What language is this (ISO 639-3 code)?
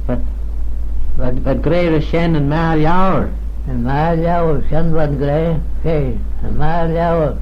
glv